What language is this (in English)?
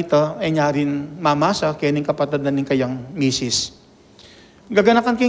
Pampanga